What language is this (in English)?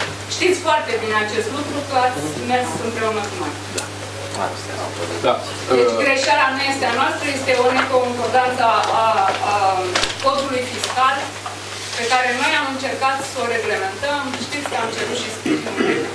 Romanian